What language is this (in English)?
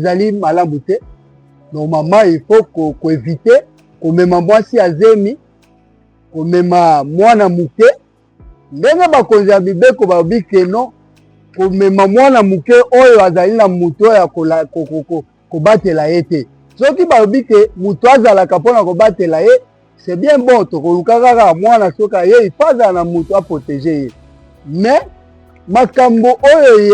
Lingala